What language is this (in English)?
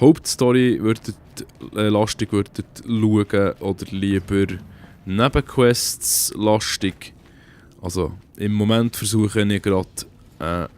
Swiss German